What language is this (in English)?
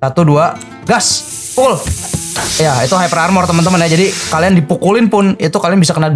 Indonesian